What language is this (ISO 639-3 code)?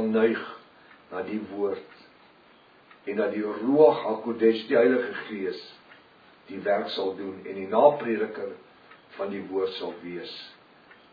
afr